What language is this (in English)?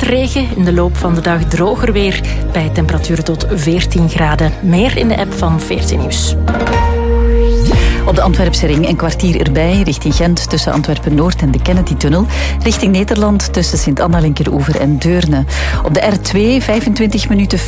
Dutch